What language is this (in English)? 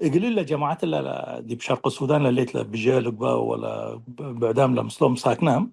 Tigre